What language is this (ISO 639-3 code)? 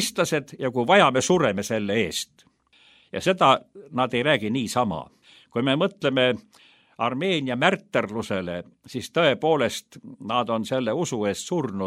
est